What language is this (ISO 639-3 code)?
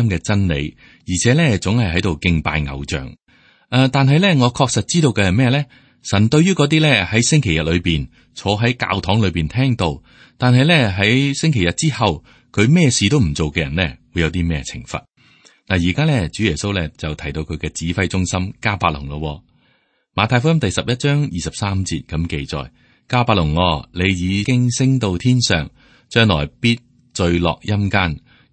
yue